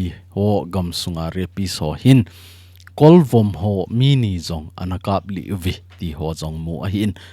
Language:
Thado Chin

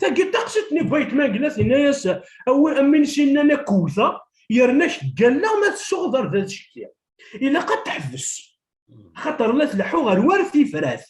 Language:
Kabyle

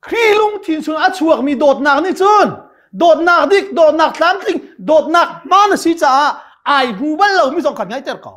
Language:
Hakha Chin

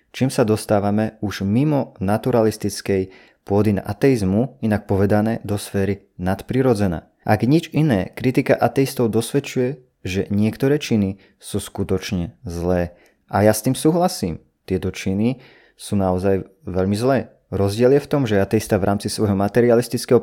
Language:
Slovak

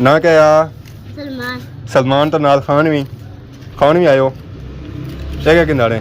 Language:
Pahari-Potwari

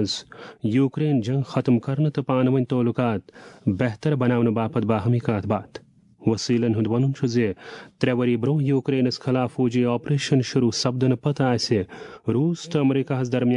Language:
Kashmiri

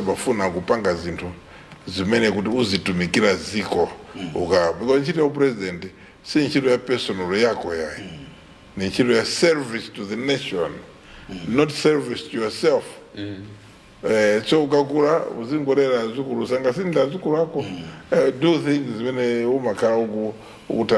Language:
Nyanja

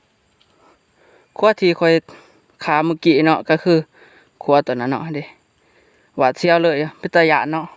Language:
Lao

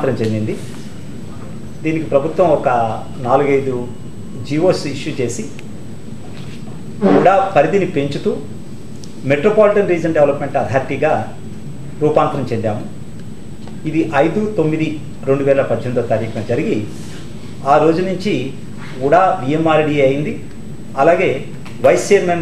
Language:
Telugu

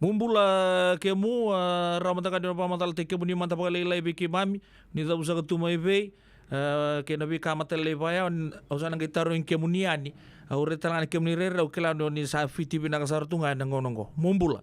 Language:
Fijian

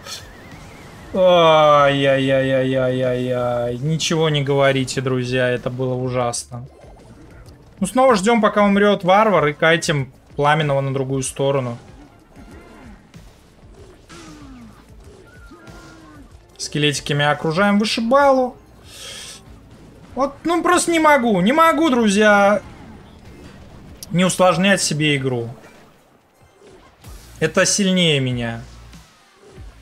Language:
Russian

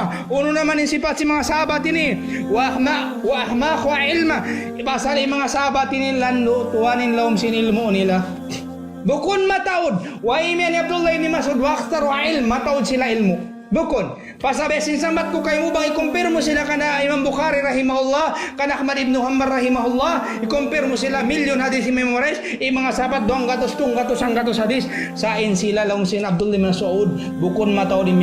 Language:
Tausug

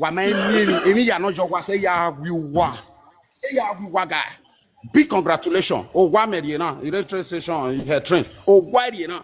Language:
Nigerian Pidgin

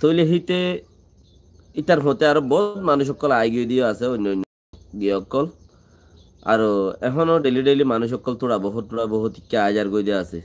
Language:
Rohingya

